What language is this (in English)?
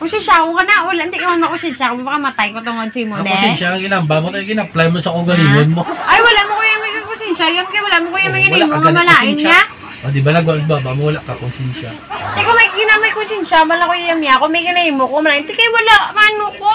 Hiligaynon